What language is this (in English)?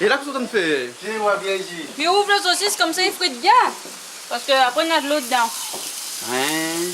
Réunion Creole French